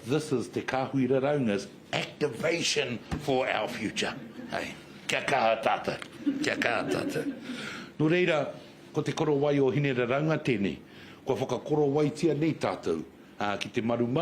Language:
Māori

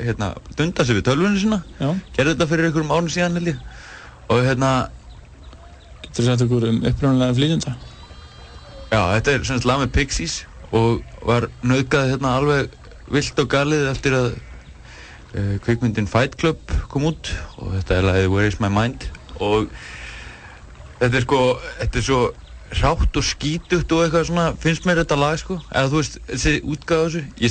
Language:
Icelandic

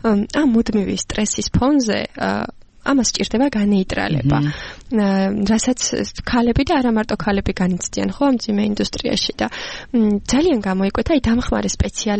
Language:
Georgian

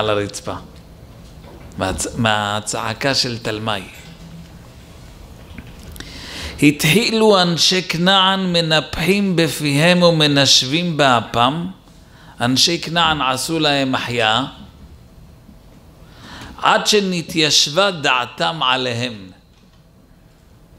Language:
Hebrew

